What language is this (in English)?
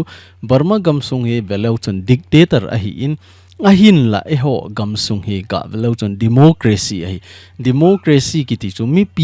Thado Chin